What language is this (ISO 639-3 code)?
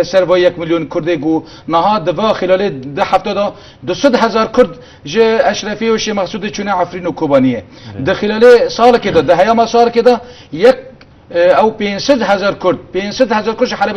kur